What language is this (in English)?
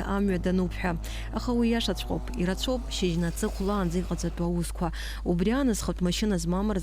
Abkhazian